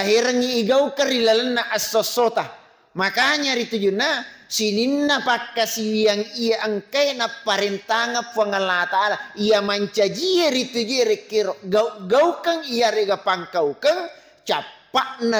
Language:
Buginese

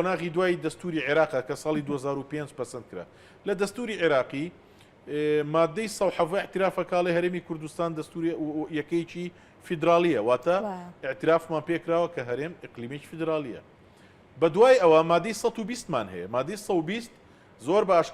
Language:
Central Kurdish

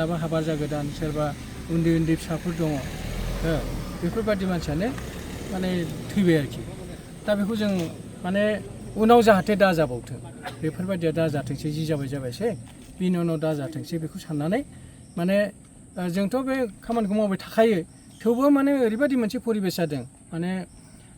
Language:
Bodo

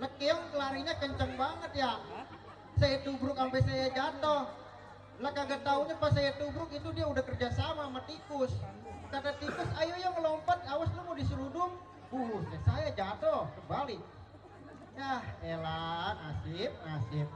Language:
Betawi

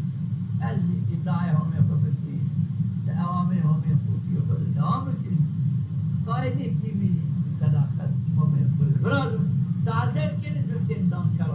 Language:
Zaza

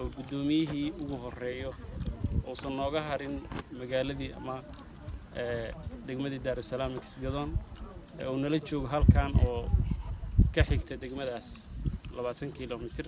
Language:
Somali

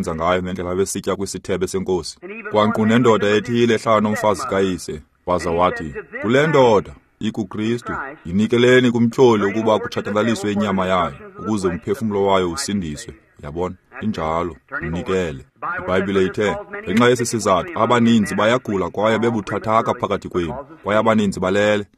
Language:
Xhosa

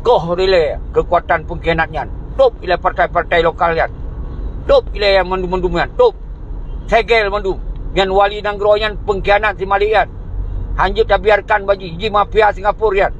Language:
Achinese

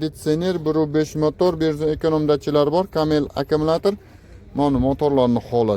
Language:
Uzbek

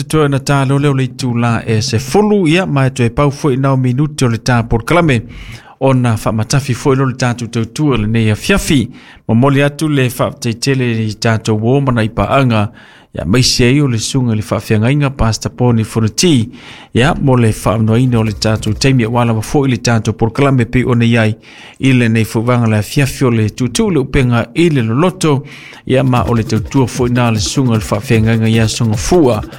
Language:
Samoan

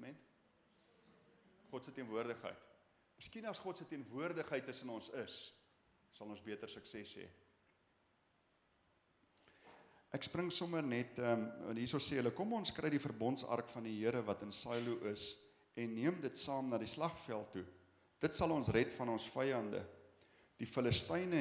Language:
Afrikaans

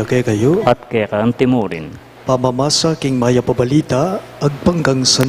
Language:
Pampanga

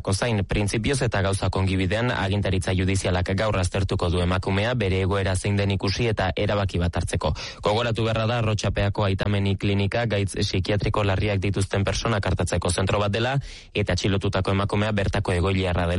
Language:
Basque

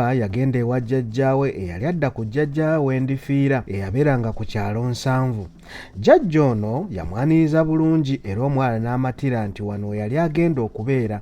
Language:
Ganda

